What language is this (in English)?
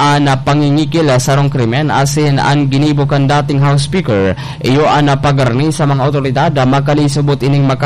Bikol